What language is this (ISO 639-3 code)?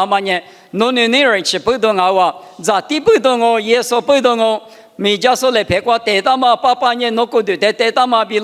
lis